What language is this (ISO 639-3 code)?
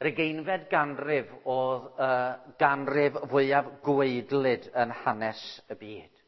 cym